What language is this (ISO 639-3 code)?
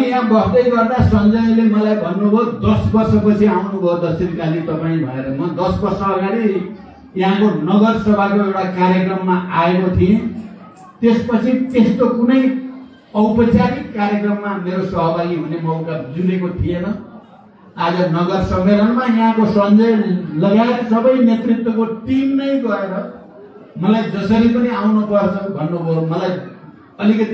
nep